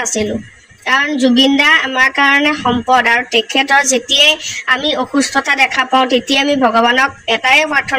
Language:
Assamese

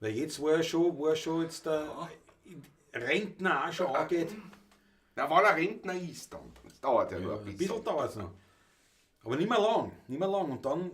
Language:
Bavarian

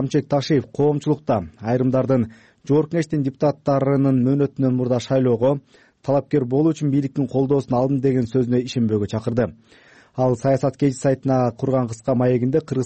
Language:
Kyrgyz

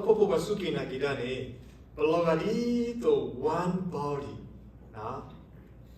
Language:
S'gaw Karen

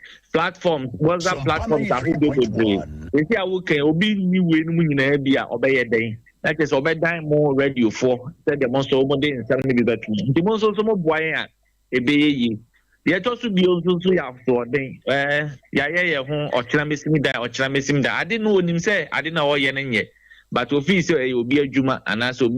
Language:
Akan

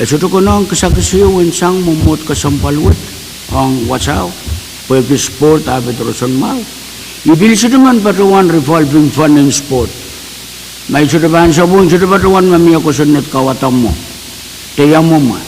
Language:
Pohnpeian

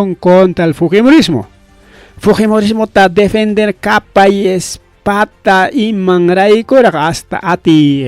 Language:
Ayacucho Quechua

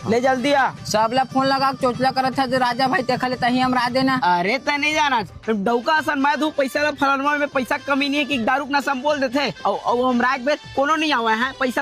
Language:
Chhattisgarhi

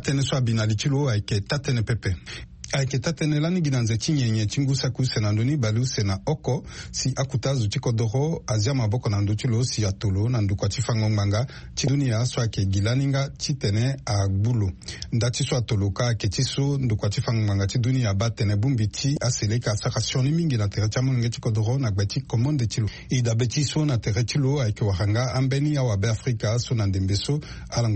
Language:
Sango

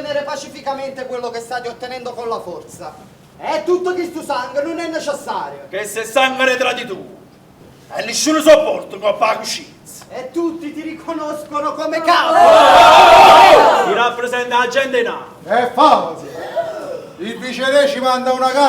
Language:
Neapolitan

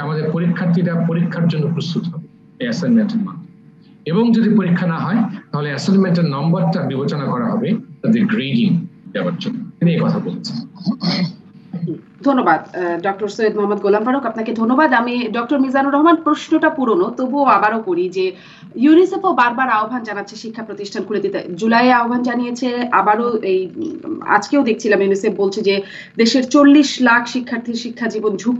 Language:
Bangla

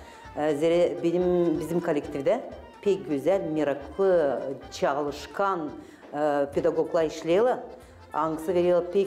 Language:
Gagauz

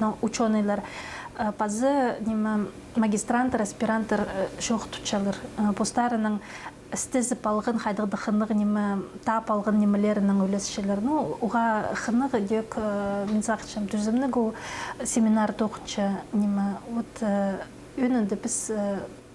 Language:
Khakas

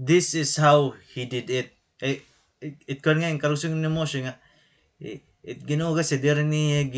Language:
Waray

